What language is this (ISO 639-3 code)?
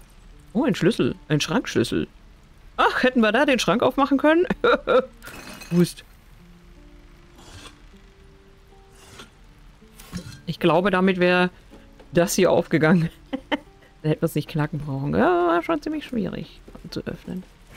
deu